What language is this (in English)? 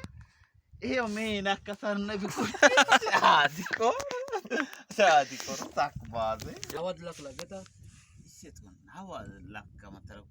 Baluchi